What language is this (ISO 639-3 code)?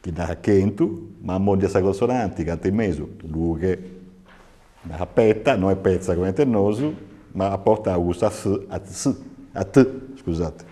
srd